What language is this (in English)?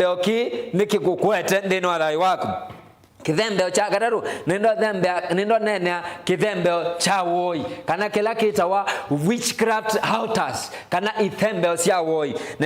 Kamba